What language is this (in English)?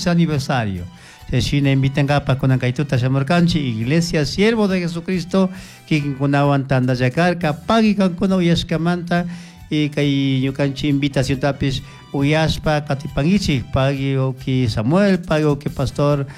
Chimborazo Highland Quichua